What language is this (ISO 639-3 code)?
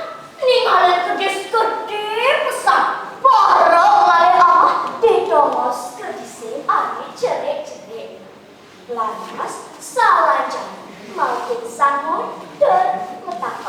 ban